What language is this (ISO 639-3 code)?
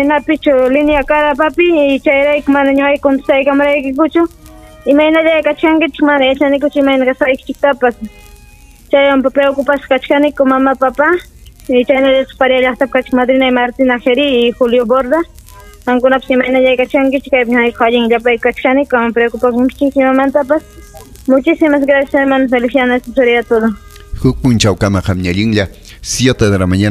quy